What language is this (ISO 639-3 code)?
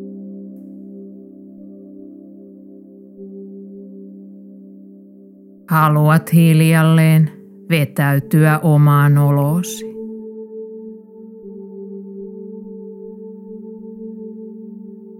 fin